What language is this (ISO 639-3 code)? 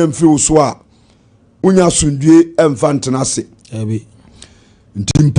aka